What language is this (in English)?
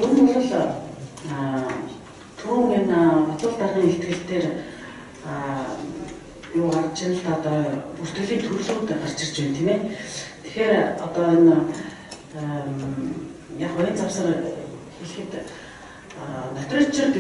Mongolian